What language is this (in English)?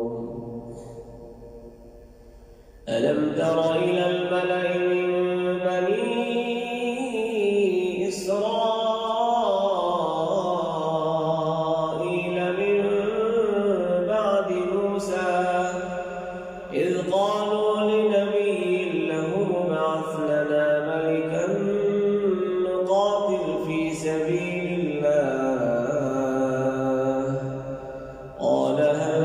Arabic